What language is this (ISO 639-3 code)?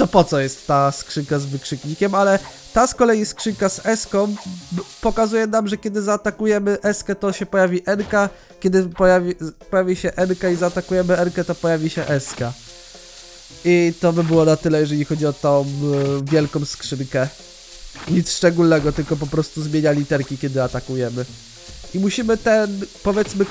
pol